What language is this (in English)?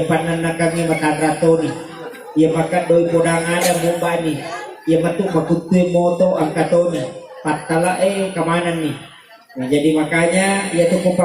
Buginese